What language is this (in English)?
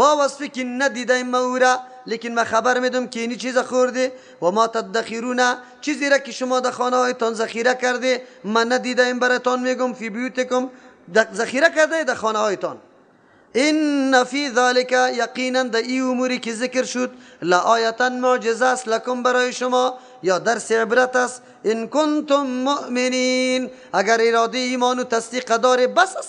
Persian